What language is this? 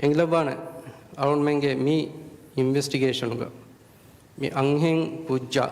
Divehi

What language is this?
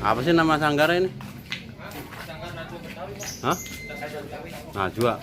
Betawi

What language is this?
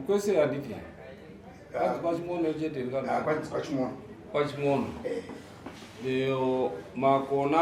Shona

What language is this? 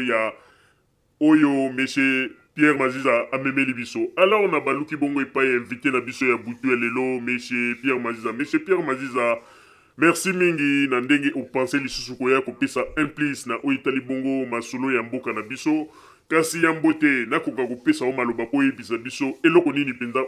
Lingala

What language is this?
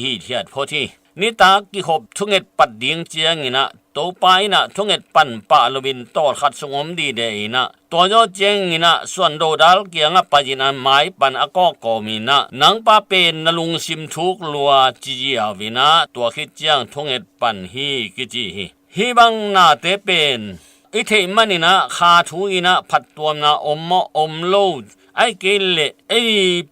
Tedim Chin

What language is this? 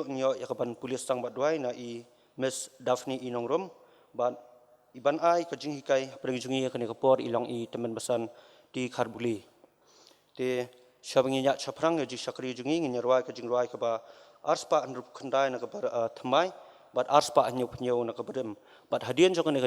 Khasi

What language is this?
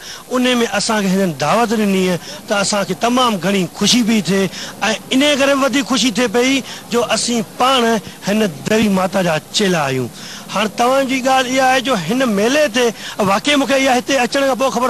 Sindhi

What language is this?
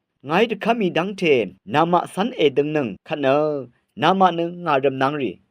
Rawang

